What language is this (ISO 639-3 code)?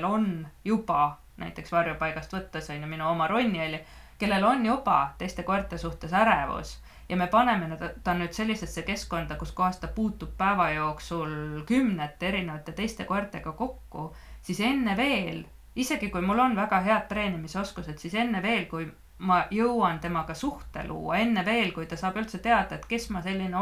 est